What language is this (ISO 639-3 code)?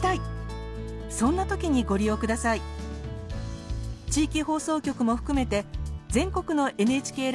jpn